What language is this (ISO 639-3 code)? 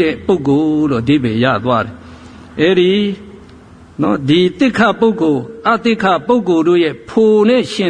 mya